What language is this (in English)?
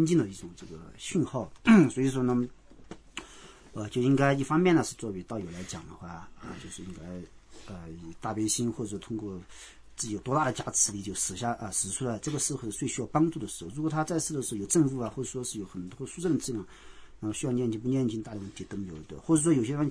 Chinese